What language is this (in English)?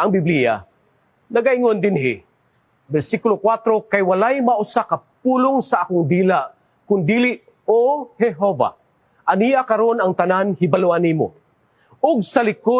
Cebuano